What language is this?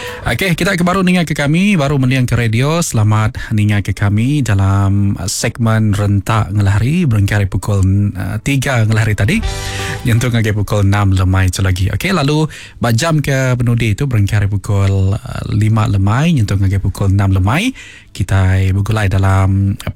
Iban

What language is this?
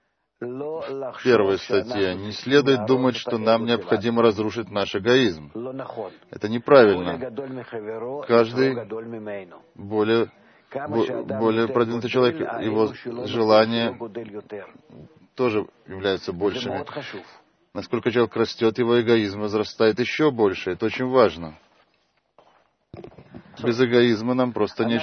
Russian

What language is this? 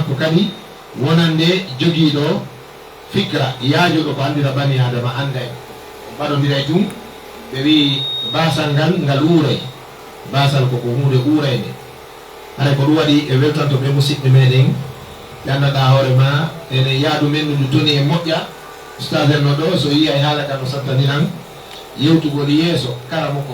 Pular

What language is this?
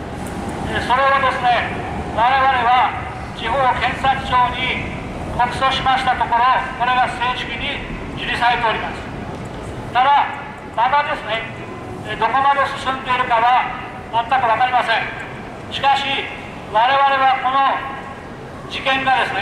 Japanese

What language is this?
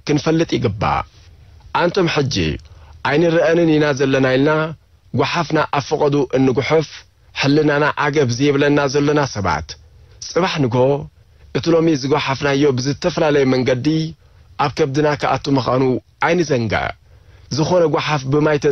Tigrinya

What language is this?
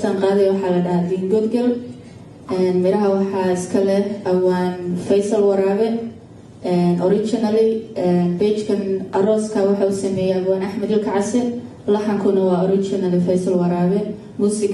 Somali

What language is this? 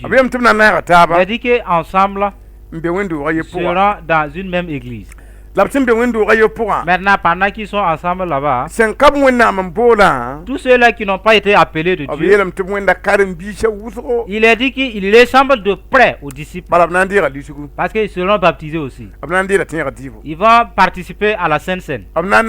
Mossi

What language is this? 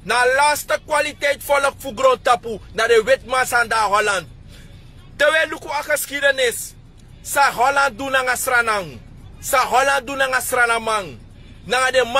Sranan Tongo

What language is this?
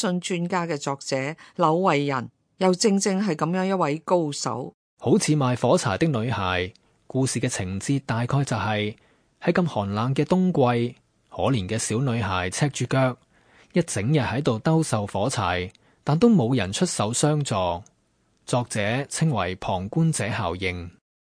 Cantonese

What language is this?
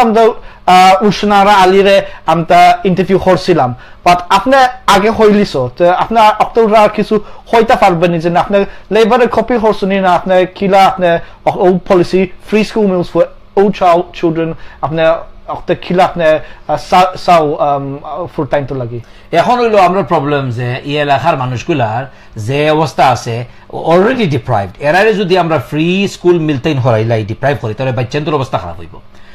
Sylheti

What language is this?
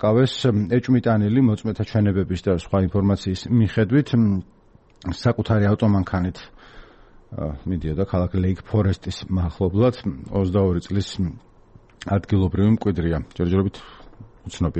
Georgian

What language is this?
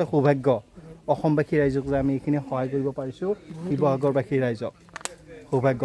Assamese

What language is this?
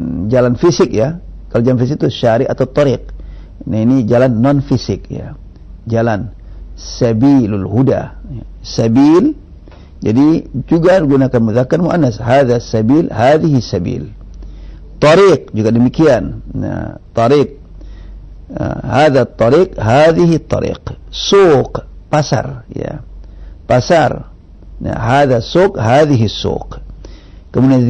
Indonesian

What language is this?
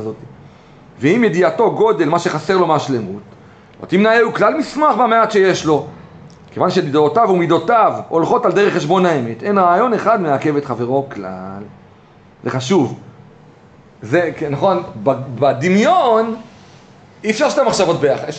Hebrew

